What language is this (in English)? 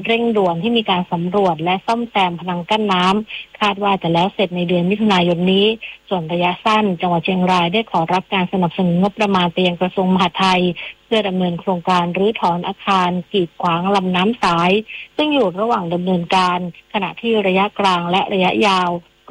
Thai